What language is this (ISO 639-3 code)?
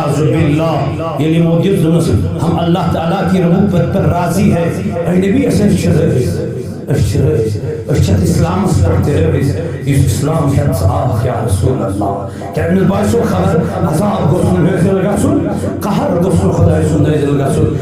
kas